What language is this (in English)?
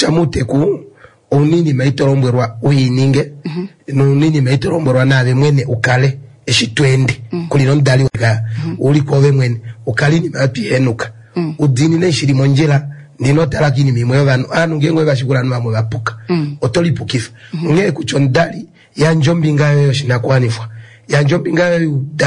Kuanyama